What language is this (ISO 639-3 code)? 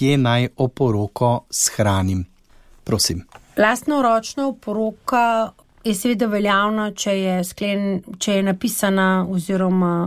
slv